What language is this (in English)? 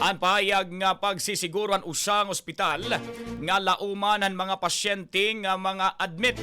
Waray